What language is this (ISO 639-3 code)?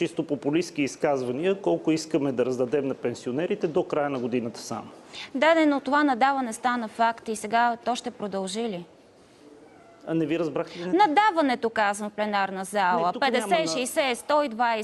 bul